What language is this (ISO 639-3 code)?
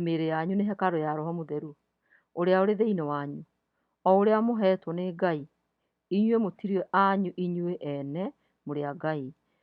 kik